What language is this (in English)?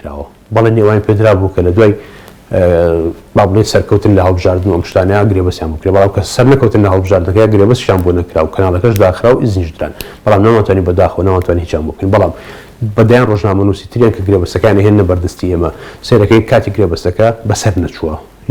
Central Kurdish